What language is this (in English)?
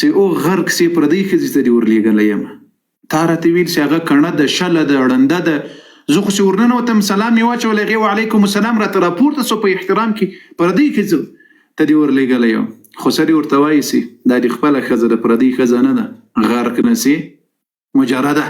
Pashto